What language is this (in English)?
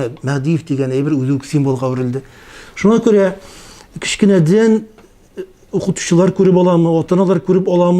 Tatar